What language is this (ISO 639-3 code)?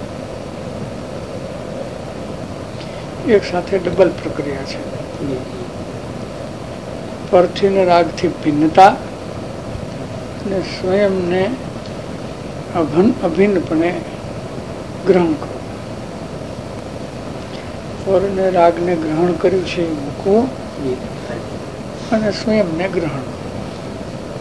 guj